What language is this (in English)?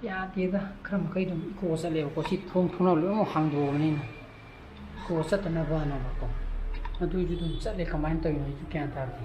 Manipuri